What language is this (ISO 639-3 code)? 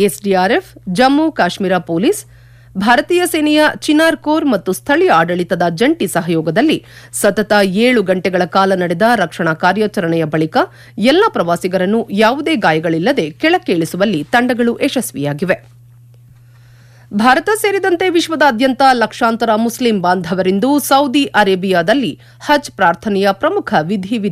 kan